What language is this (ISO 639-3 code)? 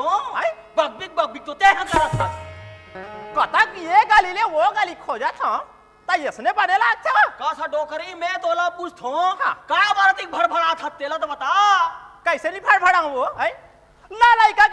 hne